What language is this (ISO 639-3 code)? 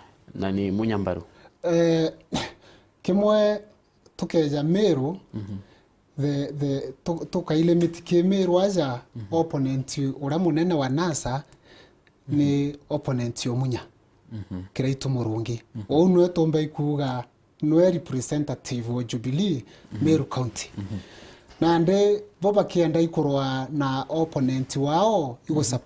mer